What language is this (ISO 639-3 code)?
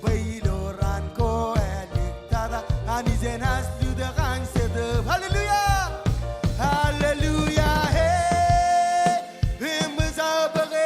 mah